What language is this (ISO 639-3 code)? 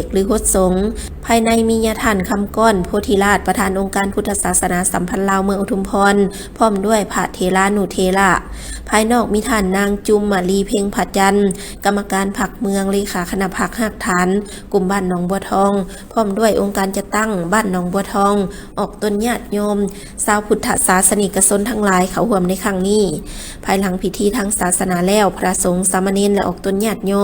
lao